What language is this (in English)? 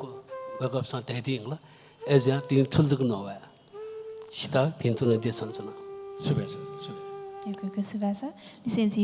Newari